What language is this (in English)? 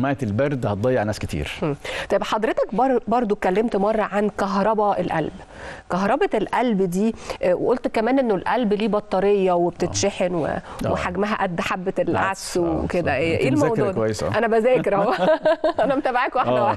Egyptian Arabic